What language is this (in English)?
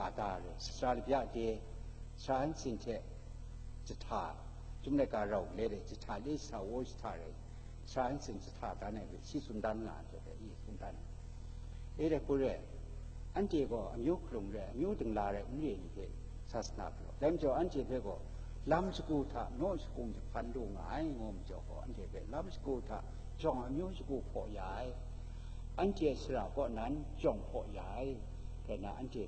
Kachin